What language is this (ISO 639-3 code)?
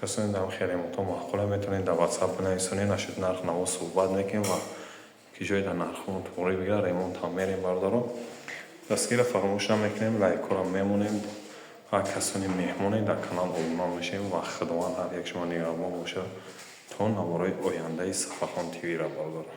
tgk